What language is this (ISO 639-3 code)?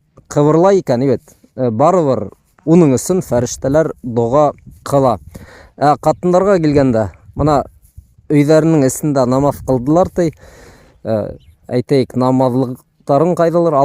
bak